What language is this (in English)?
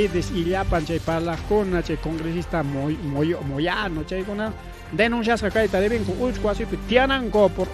Ayacucho Quechua